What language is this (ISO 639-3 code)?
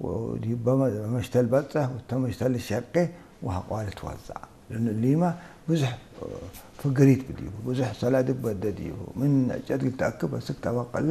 tig